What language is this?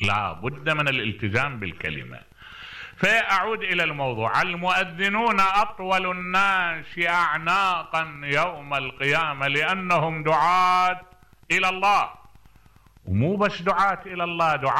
Mesopotamian Arabic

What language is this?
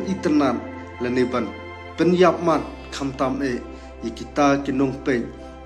Khasi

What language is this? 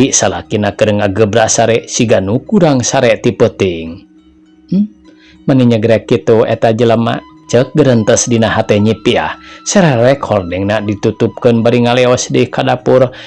Sundanese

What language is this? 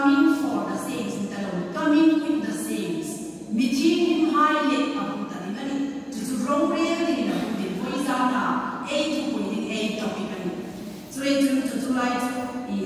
Hmar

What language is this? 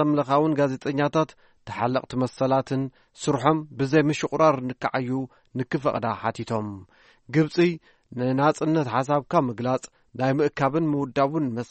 Tigrinya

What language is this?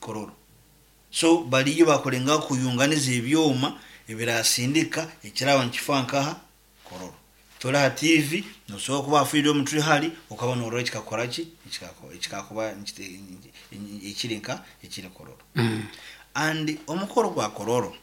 Nyoro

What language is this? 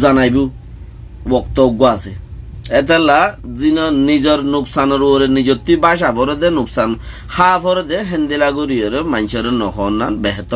Rohingya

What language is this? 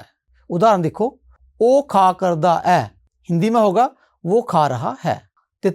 Dogri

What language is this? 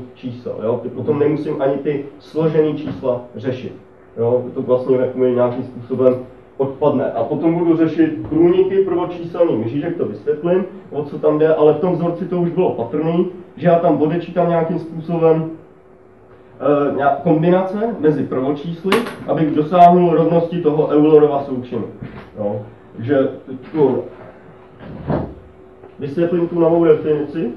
Czech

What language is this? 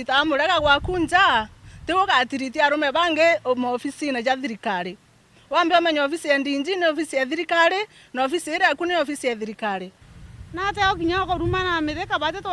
Meru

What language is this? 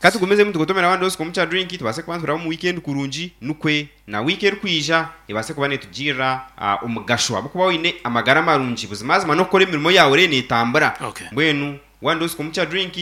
Nyankole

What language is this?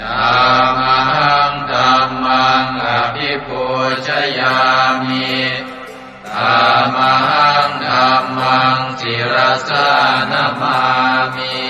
Pali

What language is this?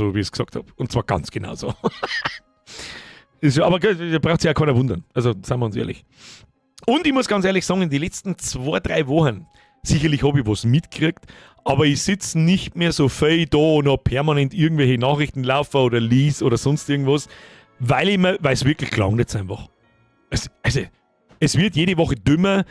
Bavarian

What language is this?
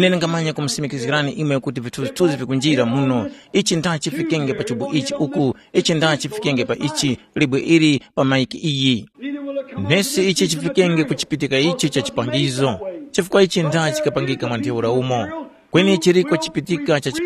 Tumbuka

